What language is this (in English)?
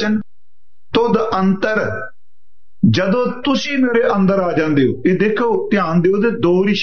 Punjabi